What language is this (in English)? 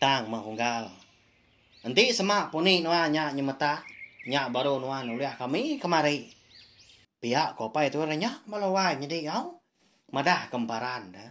Iban